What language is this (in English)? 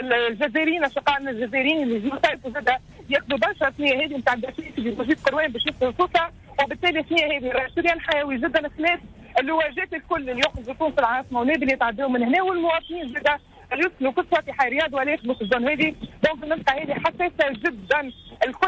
Tunisian Arabic